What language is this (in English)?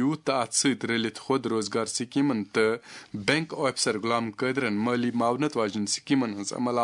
Kashmiri